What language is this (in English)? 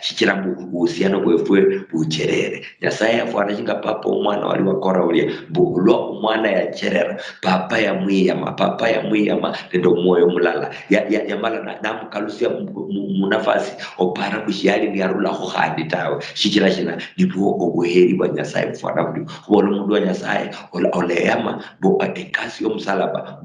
Luyia